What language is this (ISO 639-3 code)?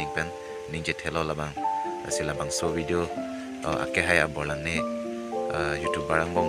mjw